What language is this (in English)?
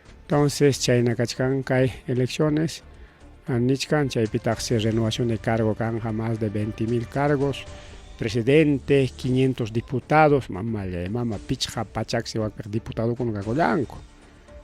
Ayacucho Quechua